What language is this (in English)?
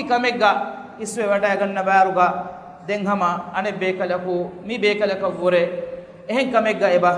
Divehi